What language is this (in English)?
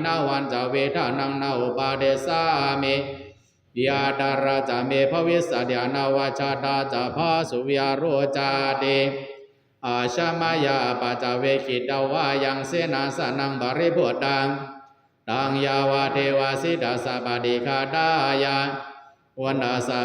Pali